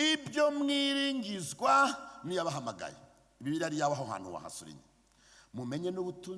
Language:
Kinyarwanda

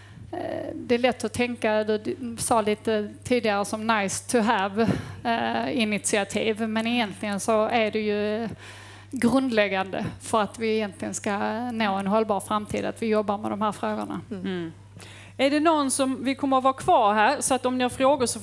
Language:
Swedish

